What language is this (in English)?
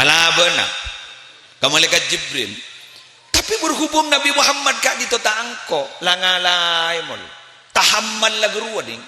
Madurese